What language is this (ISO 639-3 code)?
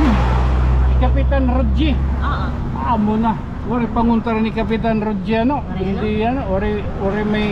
war